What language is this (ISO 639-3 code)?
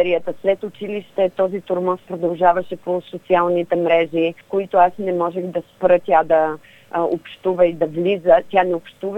bul